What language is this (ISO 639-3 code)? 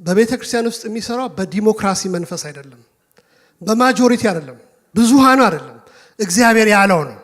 amh